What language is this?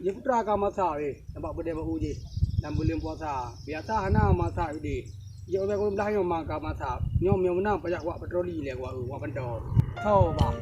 Achinese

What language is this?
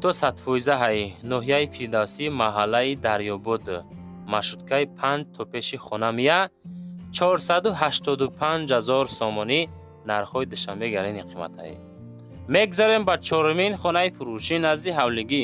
Tajik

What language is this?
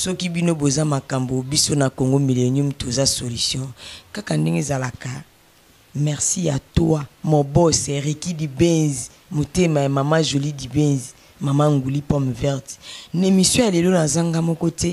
Lingala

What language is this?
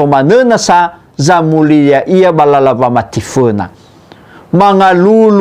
Nias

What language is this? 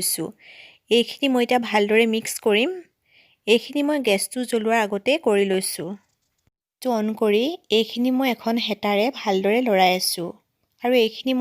Assamese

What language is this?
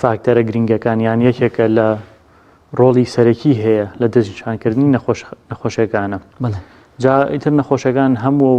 Central Kurdish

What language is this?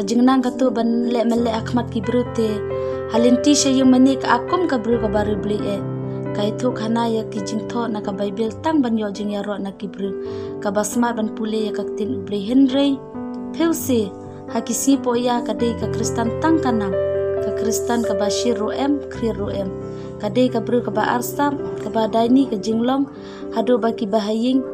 Khasi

